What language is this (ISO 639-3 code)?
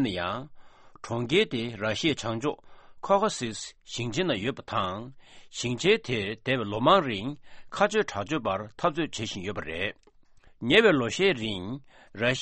bod